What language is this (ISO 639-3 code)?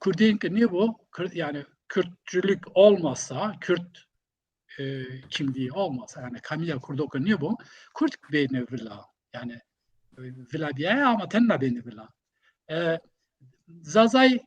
zza